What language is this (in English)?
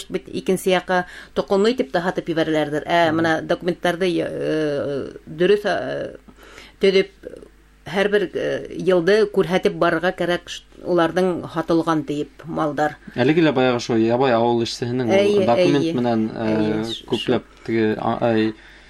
Bashkir